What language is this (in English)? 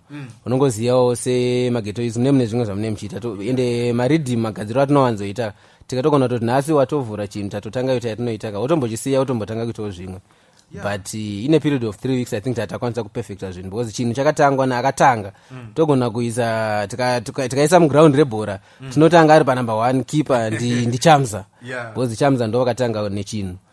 Shona